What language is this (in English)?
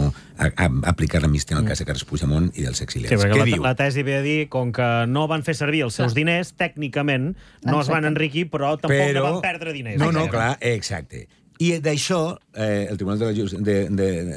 Catalan